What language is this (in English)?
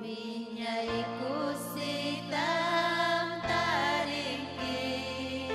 Ayacucho Quechua